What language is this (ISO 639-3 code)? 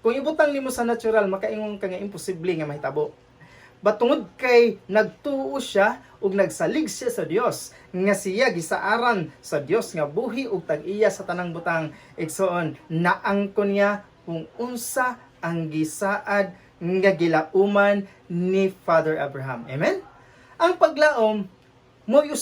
ceb